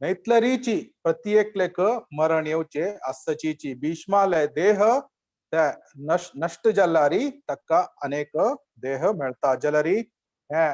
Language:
Konkani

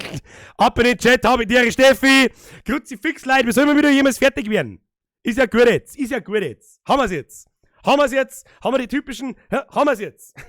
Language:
Bavarian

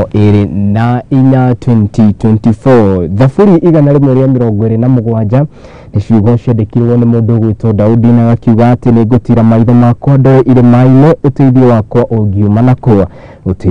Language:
Kikuyu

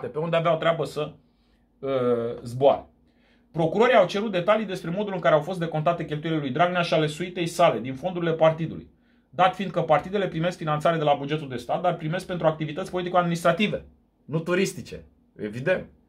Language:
Romanian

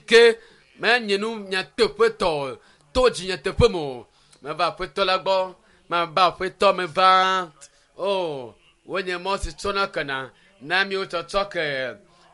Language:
Ewe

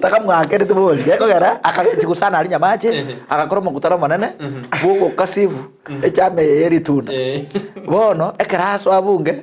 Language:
Gusii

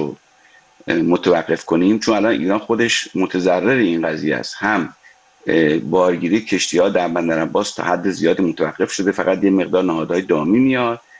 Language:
Persian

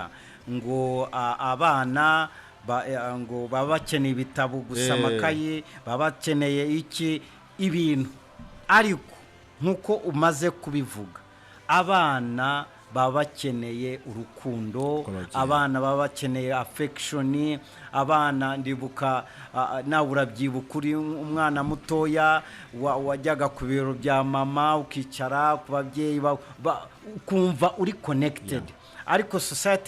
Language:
Kinyarwanda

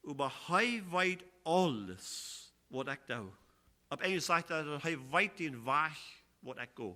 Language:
Plautdietsch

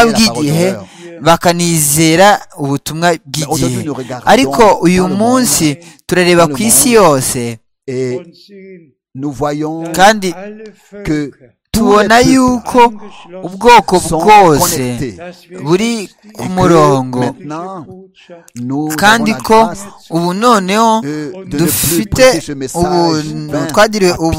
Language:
Kinyarwanda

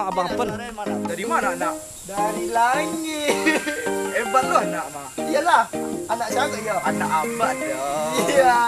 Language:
Minangkabau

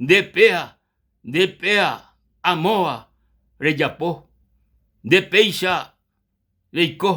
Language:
Guarani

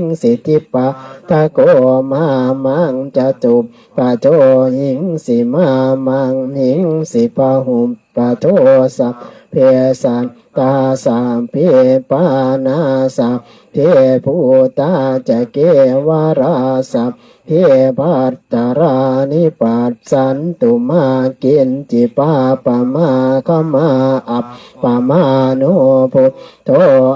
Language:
Pali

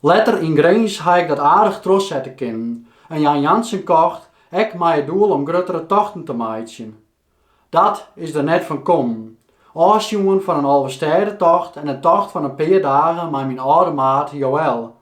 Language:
Western Frisian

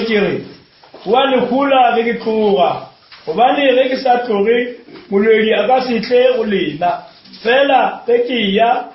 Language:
Northern Sotho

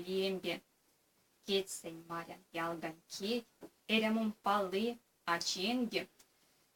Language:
Erzya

